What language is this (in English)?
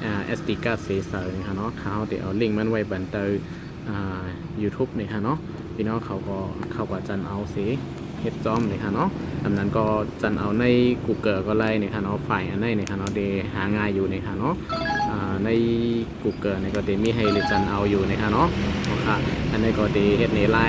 Shan